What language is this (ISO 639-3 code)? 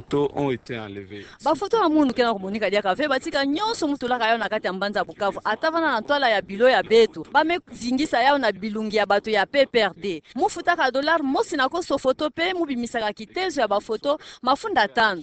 ktu